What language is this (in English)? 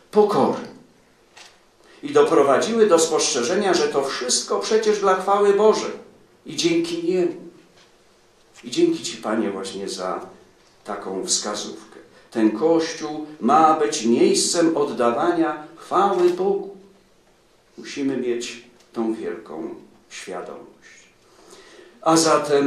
Polish